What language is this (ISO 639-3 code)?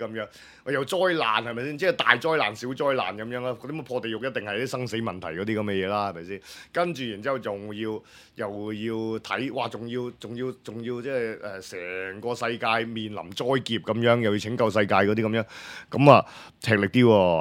yue